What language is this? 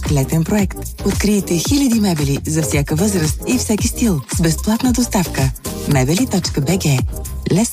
Bulgarian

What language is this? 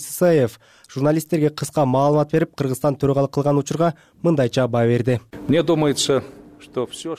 Kyrgyz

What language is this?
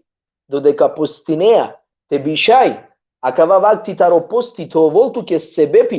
Balkan Romani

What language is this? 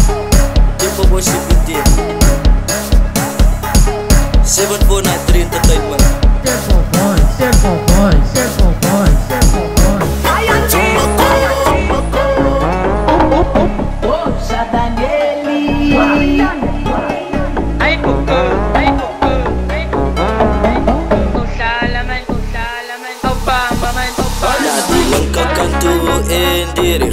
Afrikaans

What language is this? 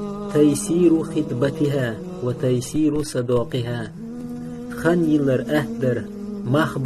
Chechen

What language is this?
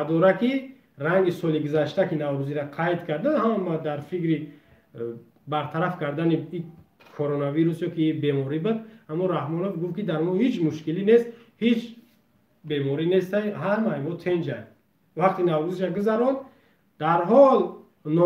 Tajik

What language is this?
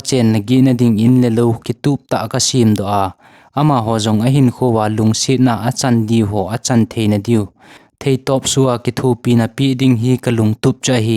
Thado Chin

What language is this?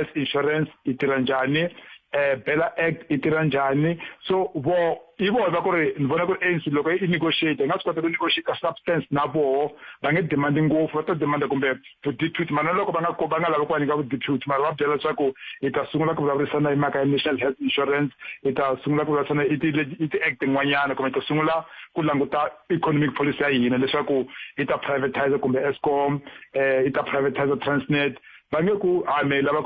Tsonga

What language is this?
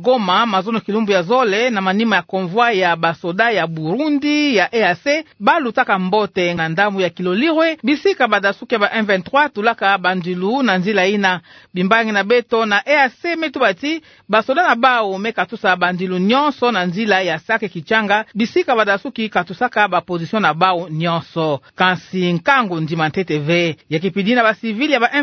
Kituba (Democratic Republic of Congo)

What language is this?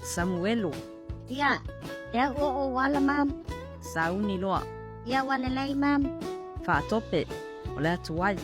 Samoan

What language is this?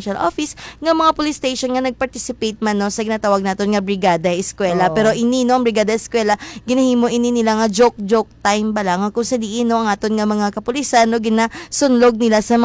Hiligaynon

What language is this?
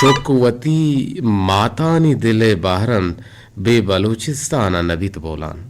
Eastern Balochi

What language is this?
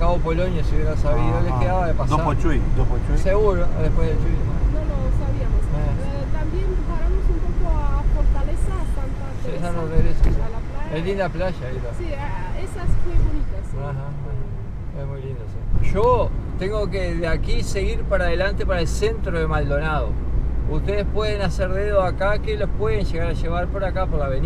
Romanian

